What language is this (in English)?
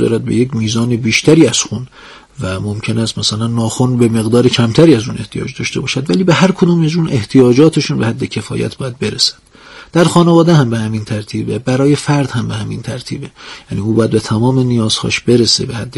Persian